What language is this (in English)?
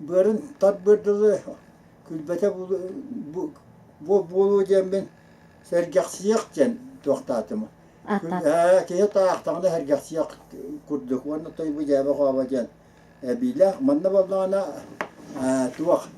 Yakut